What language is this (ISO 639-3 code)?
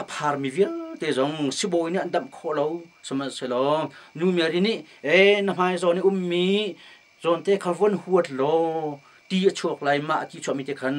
cnh